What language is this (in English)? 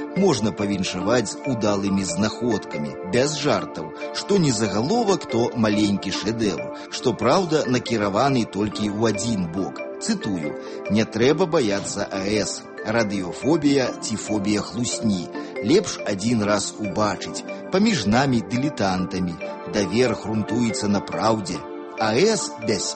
Belarusian